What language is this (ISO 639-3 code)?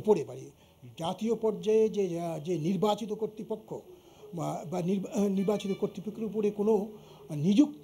ben